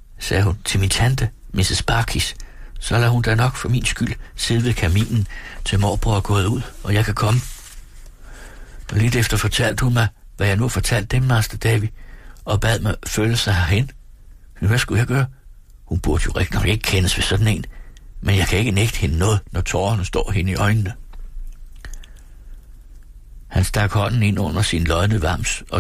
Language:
Danish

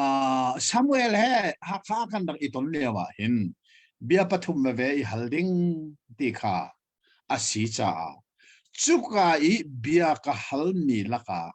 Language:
Hakha Chin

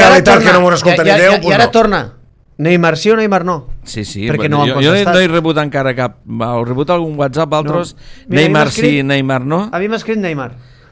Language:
Catalan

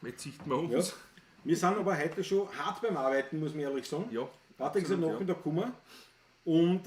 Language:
Bavarian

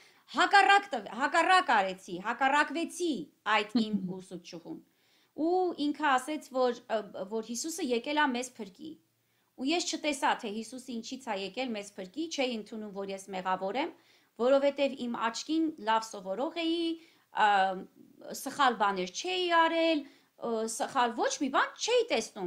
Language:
Armenian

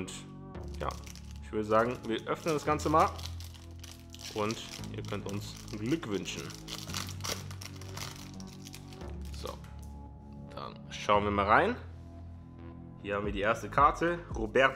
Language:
German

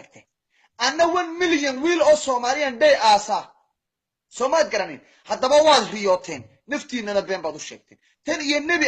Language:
Somali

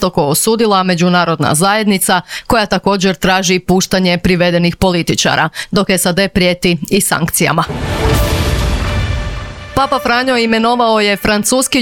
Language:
Croatian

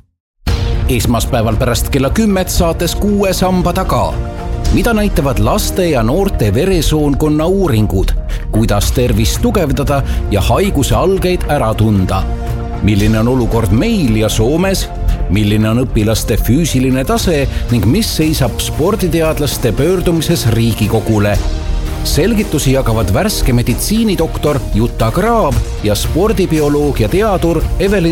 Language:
Estonian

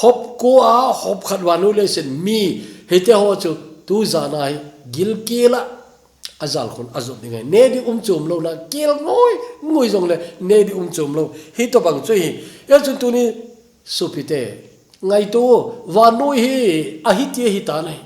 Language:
Thado Chin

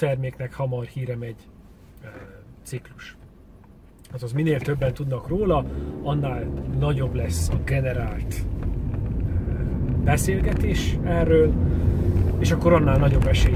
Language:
Hungarian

